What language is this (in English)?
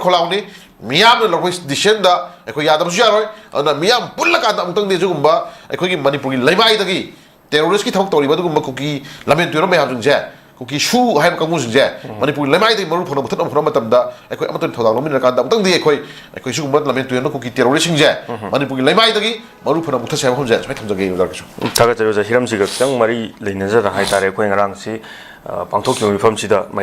Manipuri